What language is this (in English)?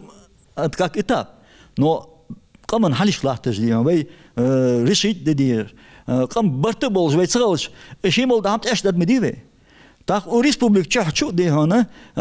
Ingush